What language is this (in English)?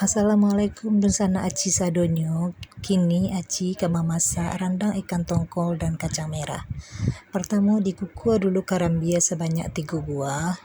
Minangkabau